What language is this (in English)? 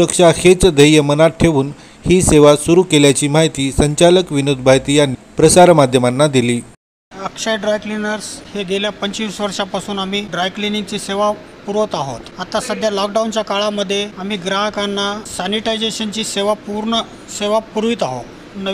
Marathi